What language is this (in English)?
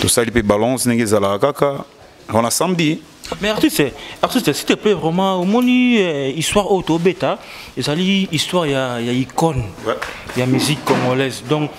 Lingala